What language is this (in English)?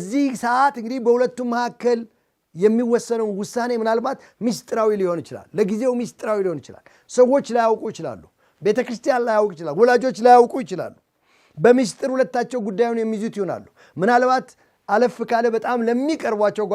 Amharic